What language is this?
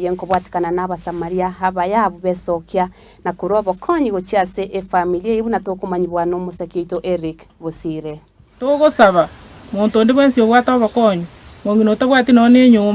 Gusii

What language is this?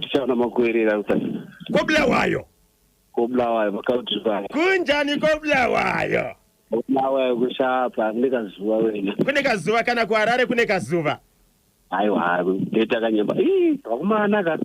Shona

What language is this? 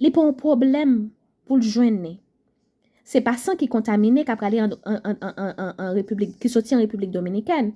Haitian Creole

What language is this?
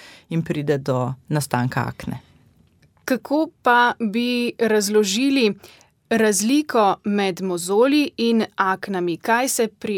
Slovenian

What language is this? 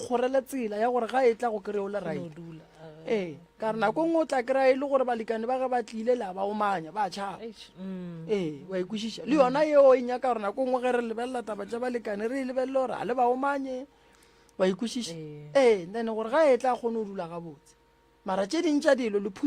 Northern Sotho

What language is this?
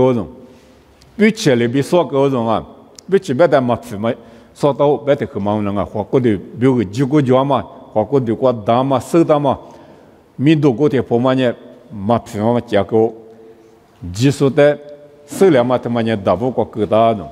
Lisu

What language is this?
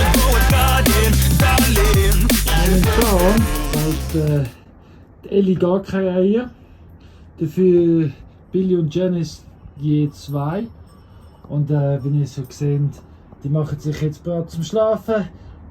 Swiss German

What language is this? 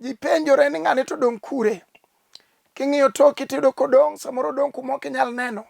Luo (Kenya and Tanzania)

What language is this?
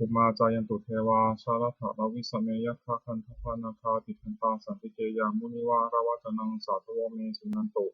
Pali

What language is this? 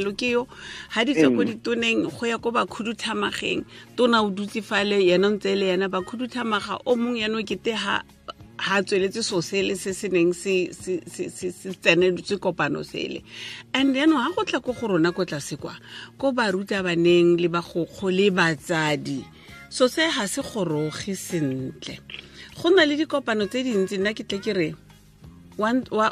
Tswana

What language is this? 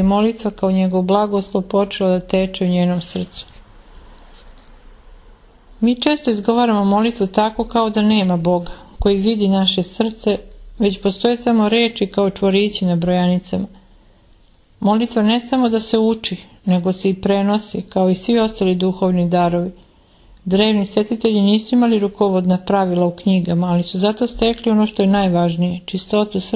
Serbian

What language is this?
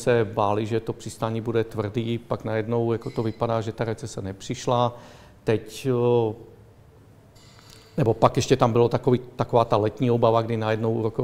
Czech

